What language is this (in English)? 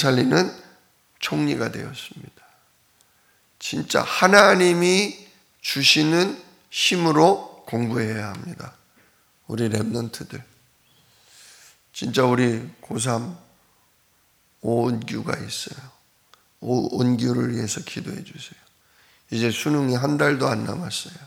Korean